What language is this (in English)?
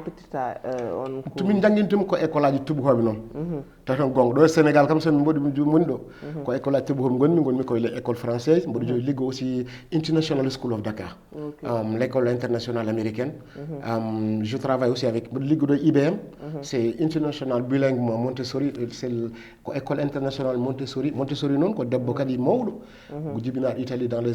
Fula